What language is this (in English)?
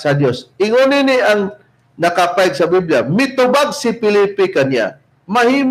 Cebuano